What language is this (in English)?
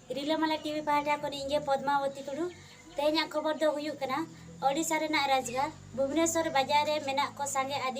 Santali